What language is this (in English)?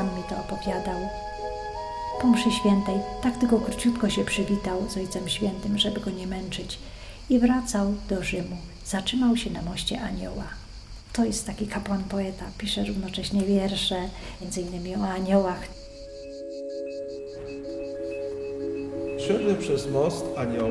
Polish